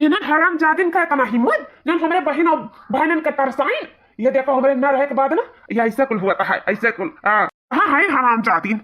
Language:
Awadhi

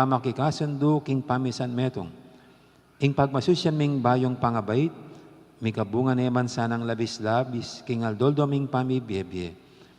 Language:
Pampanga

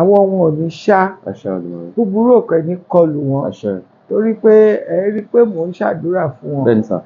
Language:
Yoruba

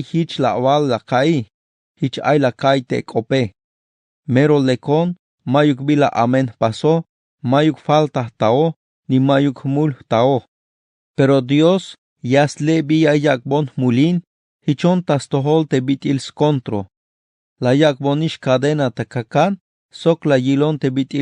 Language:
Tzeltal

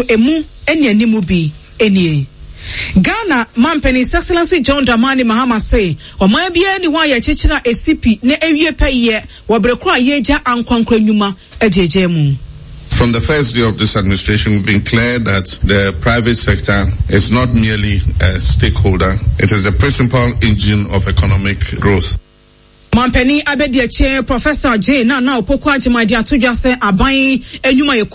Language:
Akan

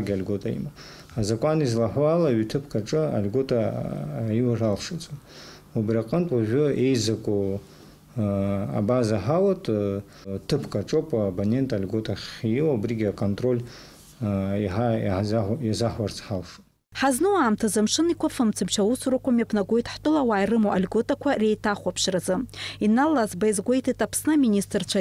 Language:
Abkhazian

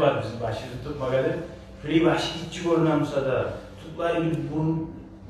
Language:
Kumyk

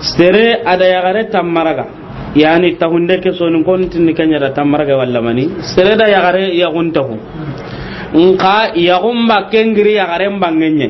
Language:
Soninke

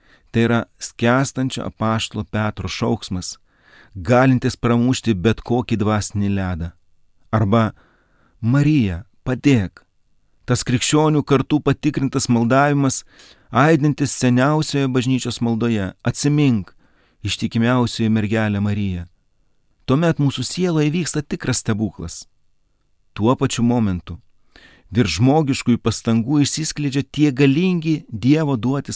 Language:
Lithuanian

